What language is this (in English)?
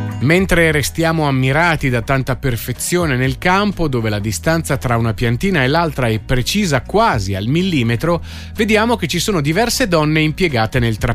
Italian